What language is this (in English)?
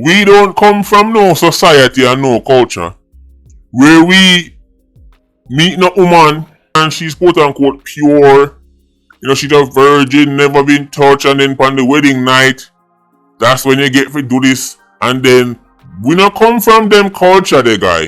Jamaican Creole English